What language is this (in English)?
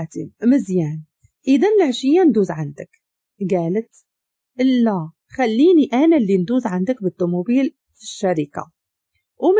Moroccan Arabic